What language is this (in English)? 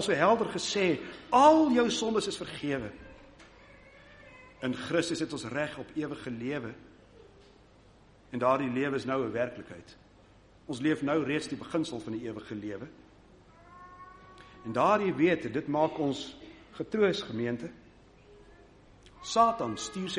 Afrikaans